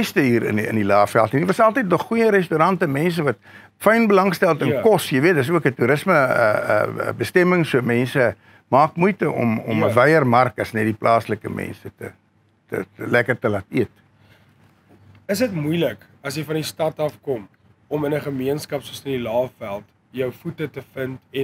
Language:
Afrikaans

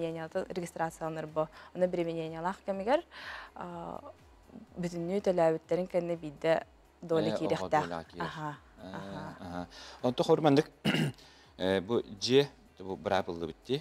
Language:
Yakut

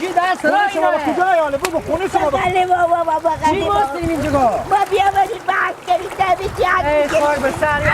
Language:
Hazaragi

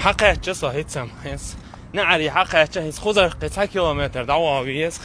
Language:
Chechen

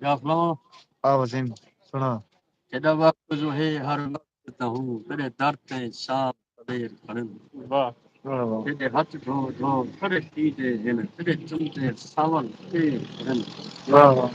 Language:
Saraiki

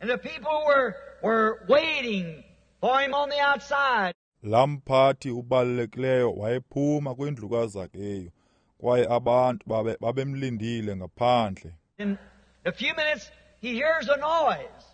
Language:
Xhosa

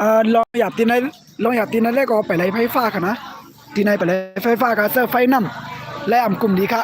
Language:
Shan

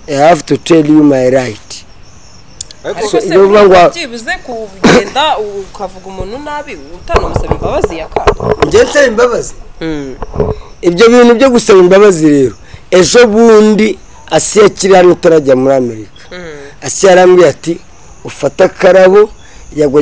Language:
Kinyarwanda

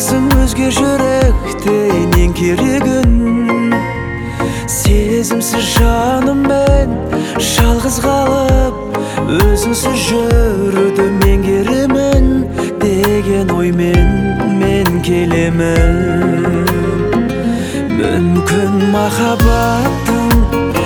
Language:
Kazakh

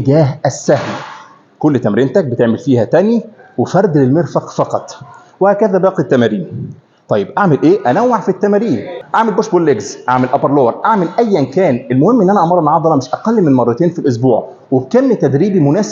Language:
Egyptian Arabic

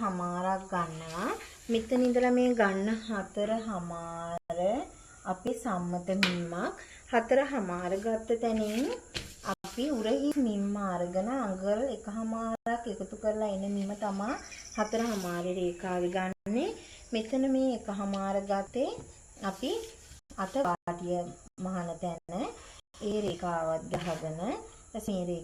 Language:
Sinhala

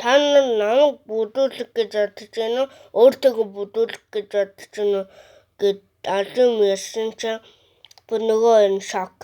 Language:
Mongolian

